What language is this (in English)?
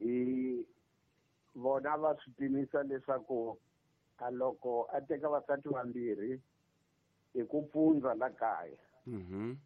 Tsonga